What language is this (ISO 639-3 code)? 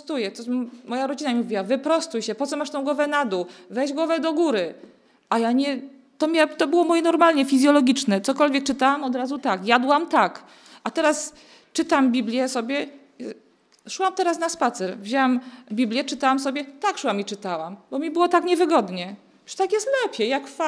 pol